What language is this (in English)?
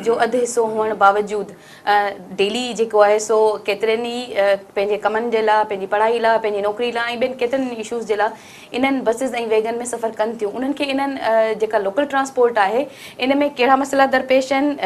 Sindhi